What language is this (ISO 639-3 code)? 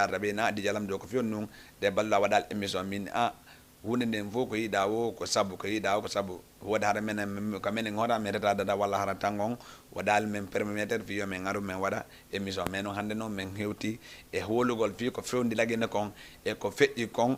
ful